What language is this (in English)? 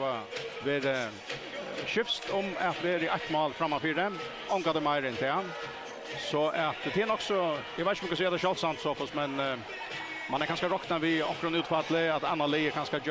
Faroese